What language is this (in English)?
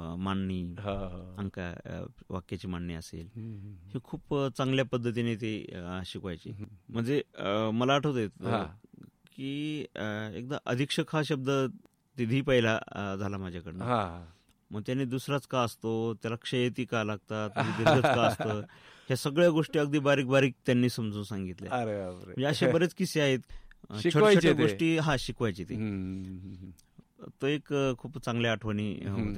Marathi